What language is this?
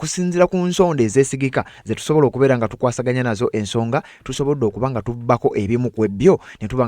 Ganda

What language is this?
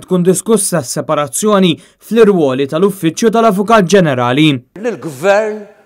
Maltese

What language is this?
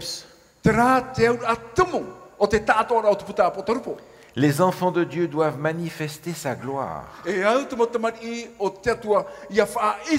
Tahitian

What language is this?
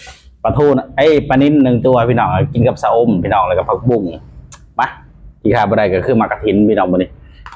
Northeastern Thai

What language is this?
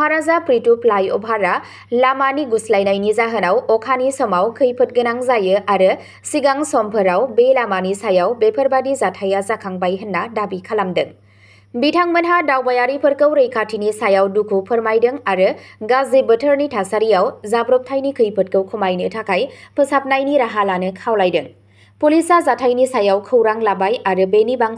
Bodo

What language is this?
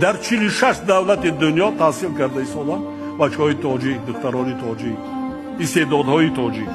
Tajik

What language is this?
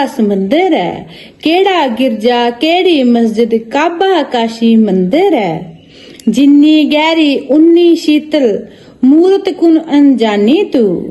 Dogri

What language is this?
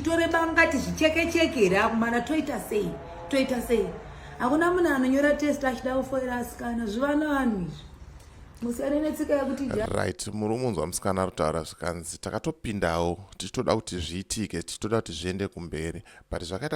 Shona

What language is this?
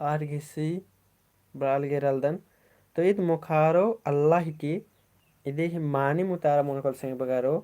Kurukh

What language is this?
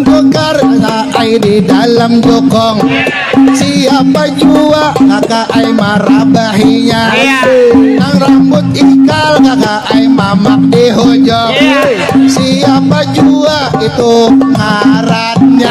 Banjar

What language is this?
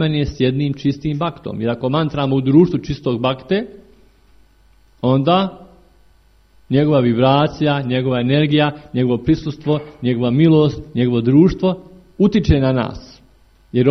Croatian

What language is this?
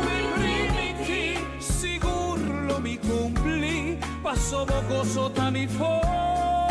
Papiamento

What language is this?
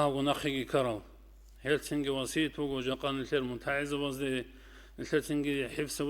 Avaric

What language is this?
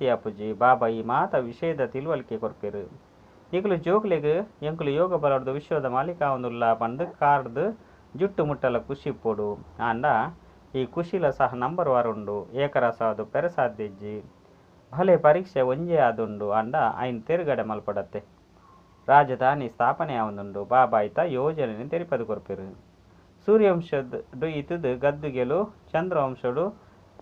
Tulu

